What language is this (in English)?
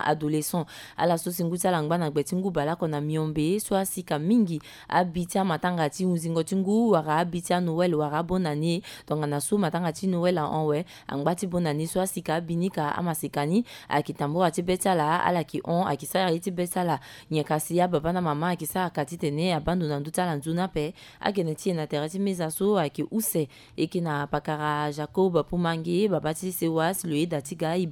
Sango